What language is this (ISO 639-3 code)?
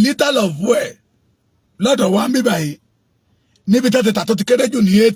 yor